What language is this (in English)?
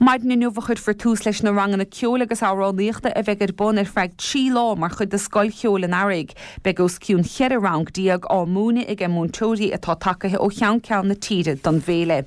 Irish